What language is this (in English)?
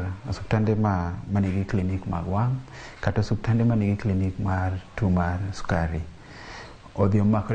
Luo (Kenya and Tanzania)